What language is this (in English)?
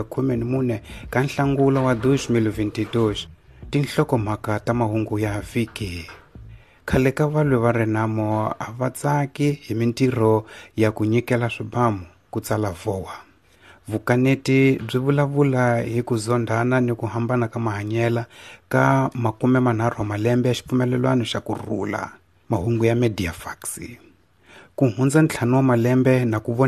Tsonga